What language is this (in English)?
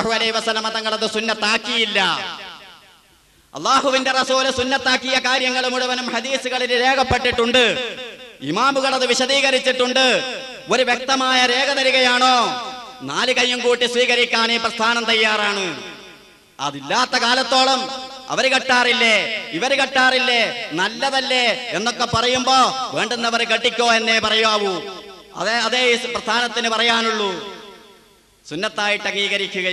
Malayalam